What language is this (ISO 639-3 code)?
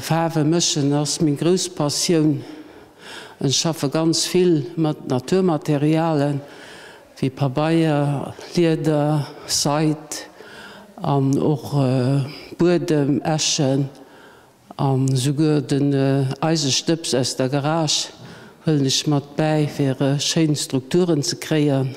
ltz